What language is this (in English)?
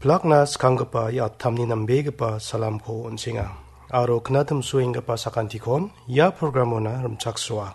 Garo